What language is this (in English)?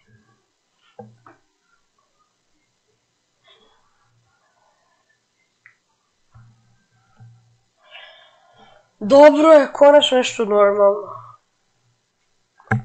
Croatian